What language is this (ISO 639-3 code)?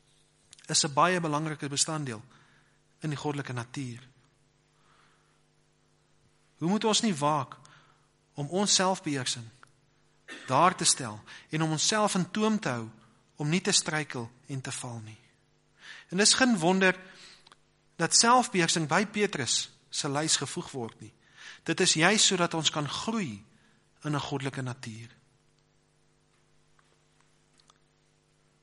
afr